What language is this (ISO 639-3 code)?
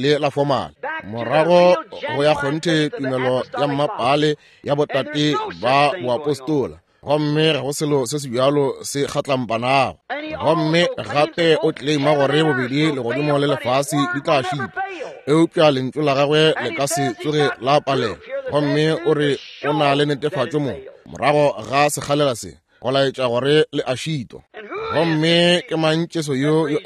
nso